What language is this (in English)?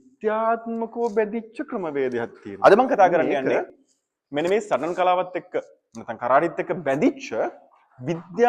Sinhala